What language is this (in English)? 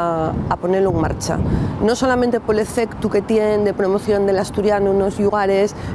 Asturian